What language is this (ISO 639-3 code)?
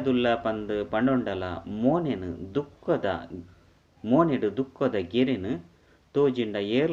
tcy